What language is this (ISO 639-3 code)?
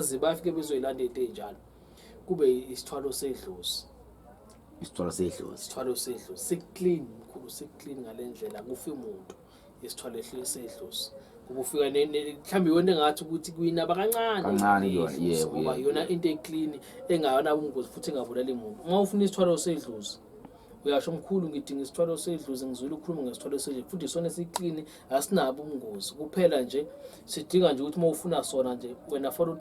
zul